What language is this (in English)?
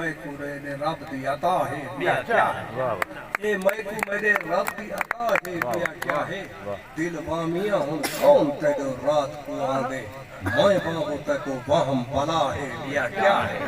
Saraiki